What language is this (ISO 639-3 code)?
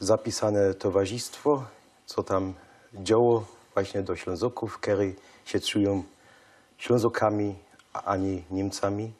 szl